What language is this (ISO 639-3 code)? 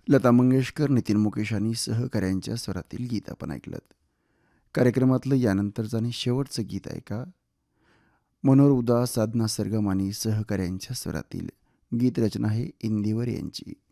mar